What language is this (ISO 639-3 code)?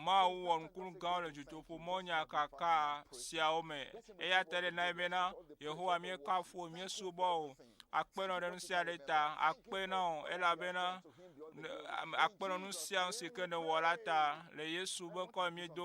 ewe